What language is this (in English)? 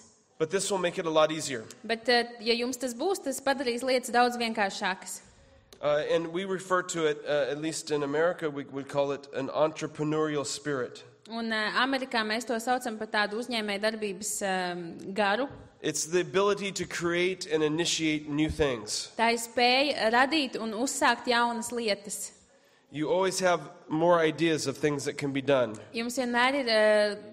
Latvian